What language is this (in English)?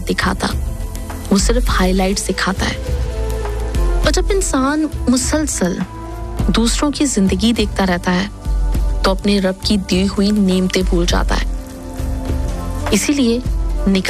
Urdu